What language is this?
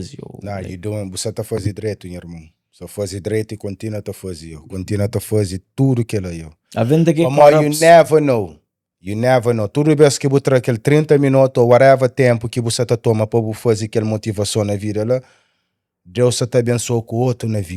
Kabuverdianu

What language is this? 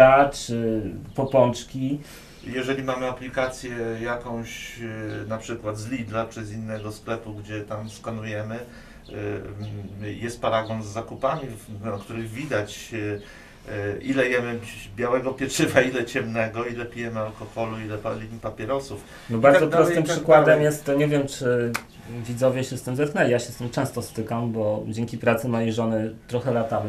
Polish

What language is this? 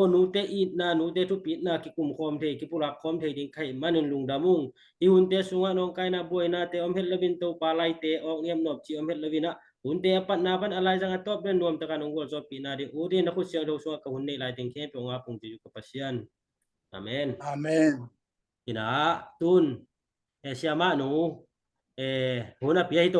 Tedim Chin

